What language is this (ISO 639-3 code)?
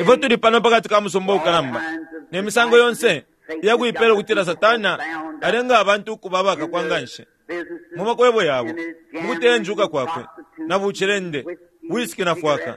bem